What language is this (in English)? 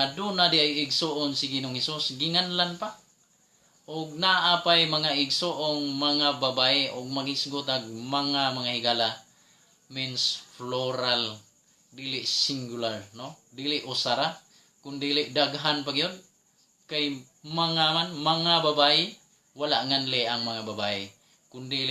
Cebuano